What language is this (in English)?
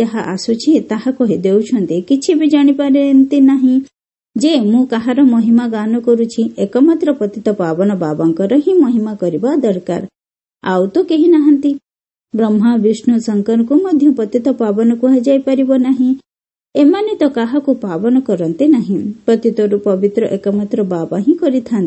Odia